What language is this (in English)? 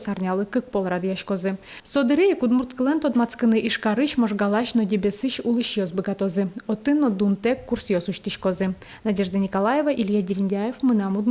Udmurt